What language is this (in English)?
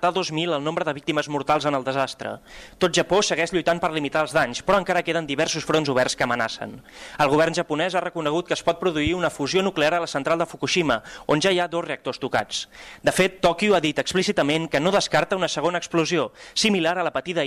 Catalan